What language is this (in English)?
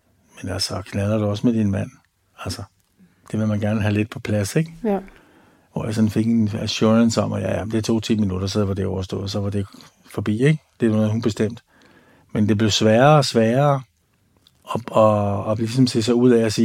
Danish